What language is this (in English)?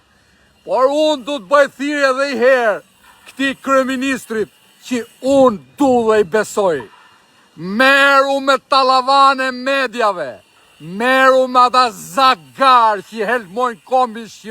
Albanian